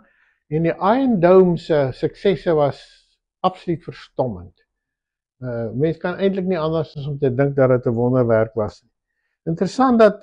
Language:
Afrikaans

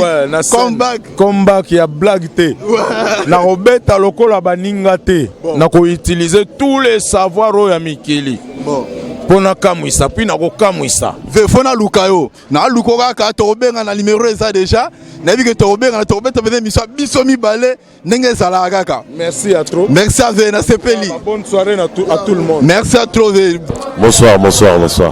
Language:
Lingala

